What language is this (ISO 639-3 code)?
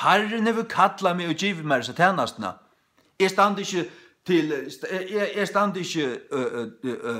fao